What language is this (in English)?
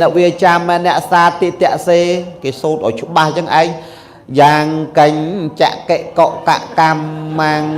Khmer